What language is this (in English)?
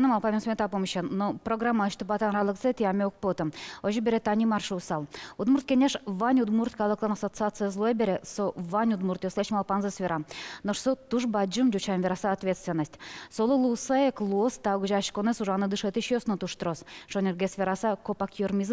Udmurt